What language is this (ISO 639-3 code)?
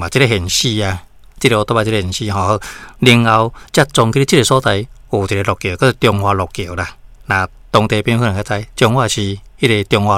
nan